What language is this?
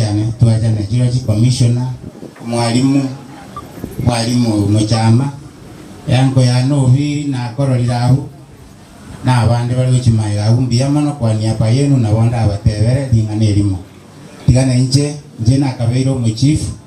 Gusii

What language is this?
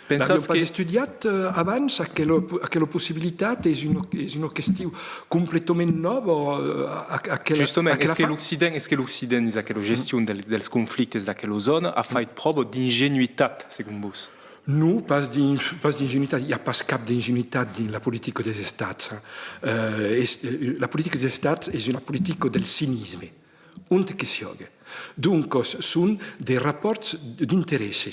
Occitan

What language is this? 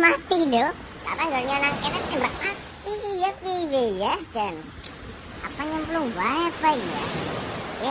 Javanese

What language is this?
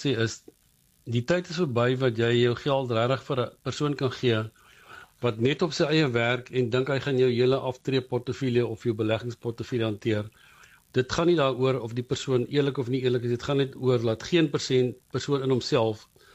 Afrikaans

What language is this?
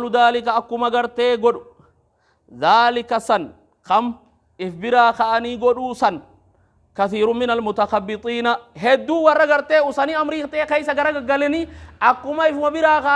Oromo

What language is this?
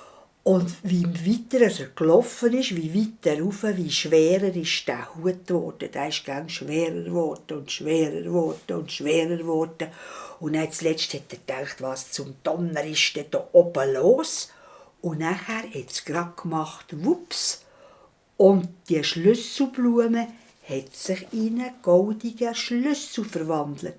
Swiss German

